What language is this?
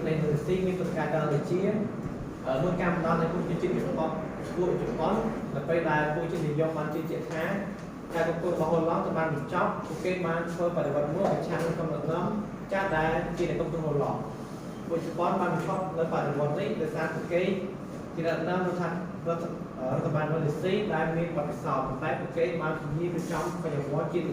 Khmer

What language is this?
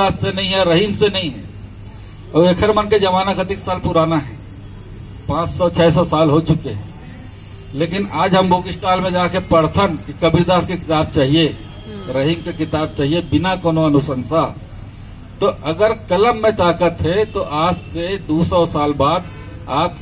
Chhattisgarhi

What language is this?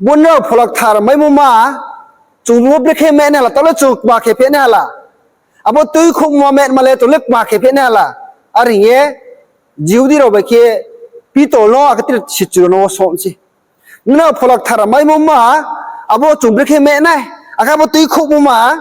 Riang (India)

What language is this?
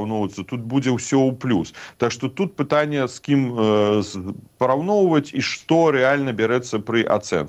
Belarusian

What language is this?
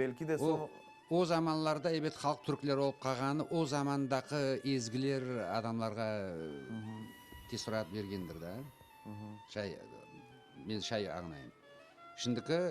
Crimean Tatar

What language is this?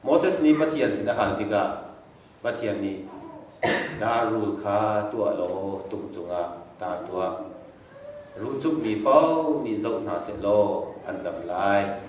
Hakha Chin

